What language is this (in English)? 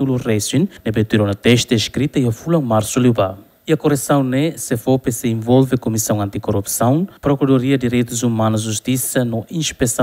Tetum